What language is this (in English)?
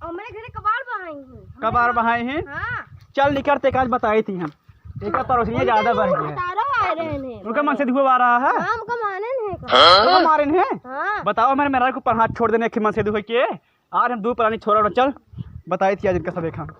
Awadhi